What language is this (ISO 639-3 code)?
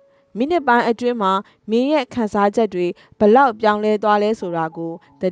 mya